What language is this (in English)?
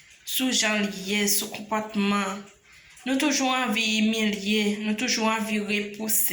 Haitian Creole